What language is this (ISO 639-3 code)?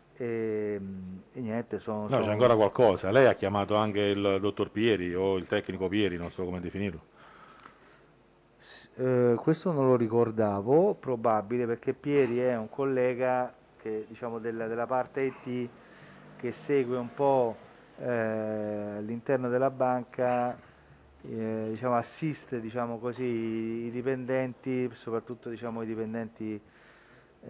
ita